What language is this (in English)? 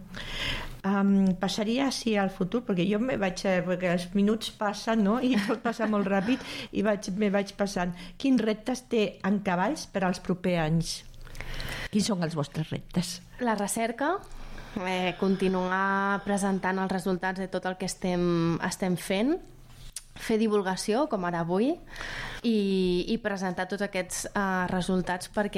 Catalan